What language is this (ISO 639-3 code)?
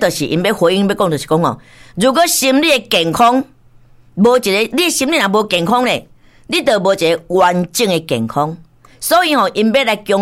nan